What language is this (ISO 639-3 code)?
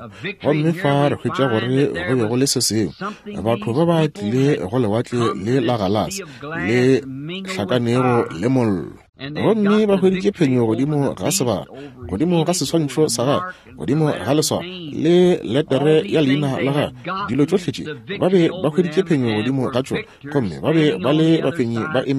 nso